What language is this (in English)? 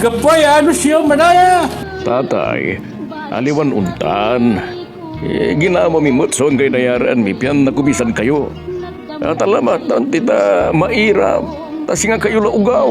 Pangasinan